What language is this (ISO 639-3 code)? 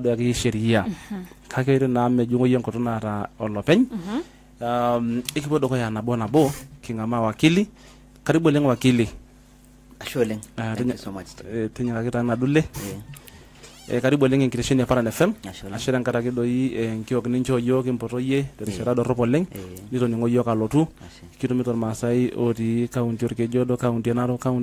mas